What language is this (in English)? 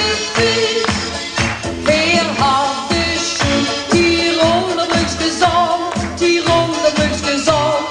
Limburgish